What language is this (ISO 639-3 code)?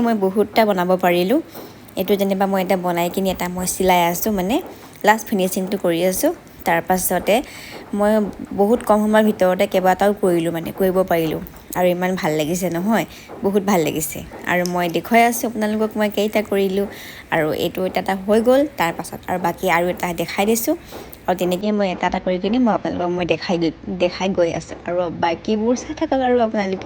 asm